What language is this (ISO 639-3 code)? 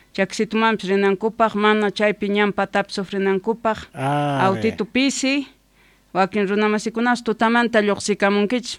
quh